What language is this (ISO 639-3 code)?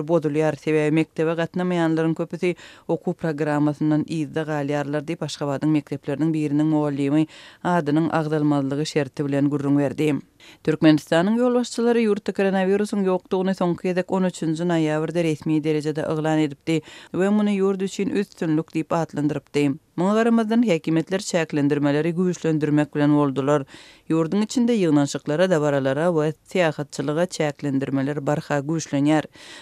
tuk